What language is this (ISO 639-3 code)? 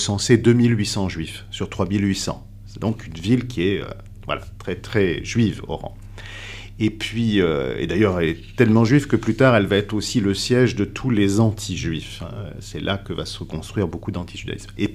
fra